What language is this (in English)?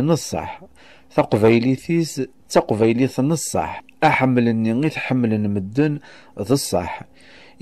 Kabyle